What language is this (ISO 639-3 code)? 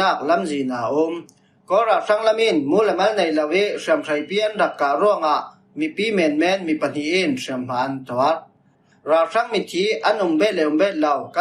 cfm